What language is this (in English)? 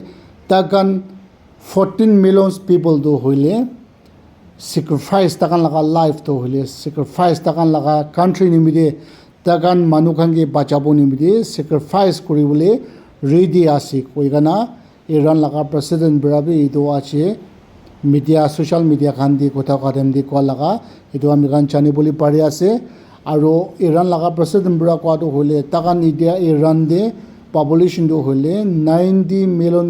Naga Pidgin